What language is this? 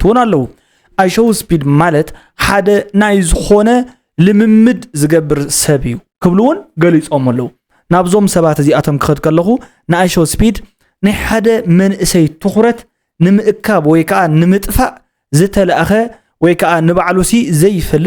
Tigrinya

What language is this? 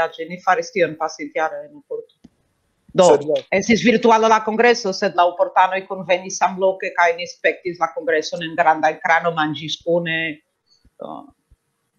Esperanto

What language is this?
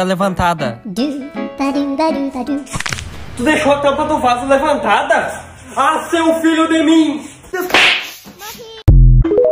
Portuguese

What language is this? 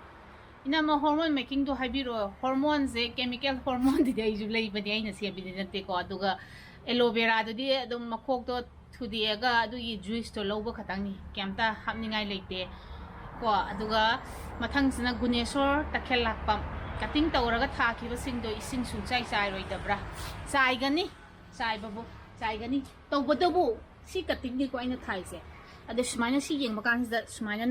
Manipuri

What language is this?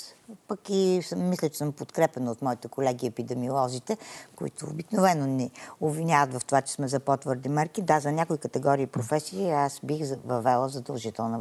Bulgarian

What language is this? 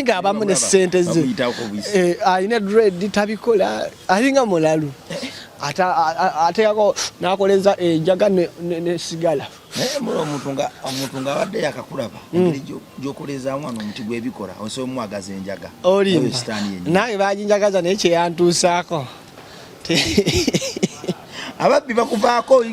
Ganda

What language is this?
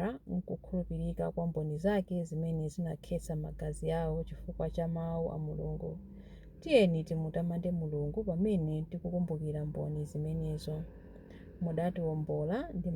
Nyanja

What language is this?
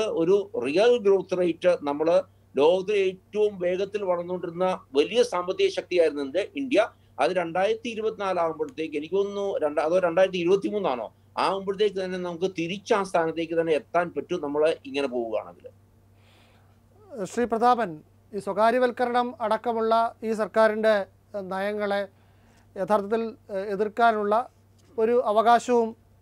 Malayalam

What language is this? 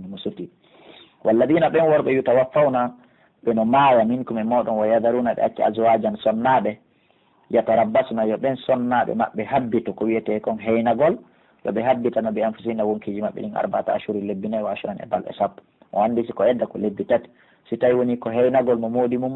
Pular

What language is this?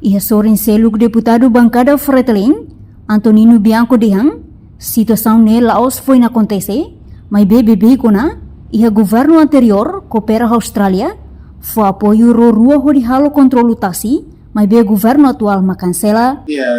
Tetum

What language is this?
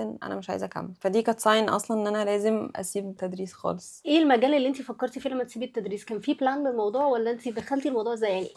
Egyptian Arabic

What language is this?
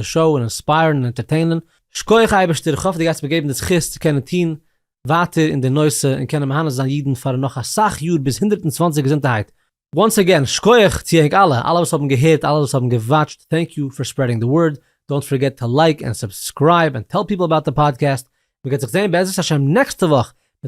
Yiddish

